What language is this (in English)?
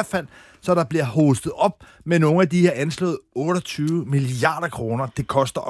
Danish